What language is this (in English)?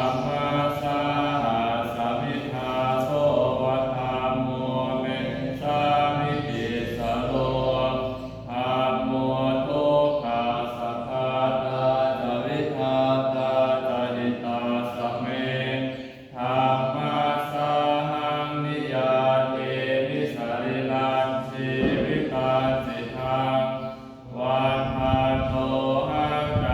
Pali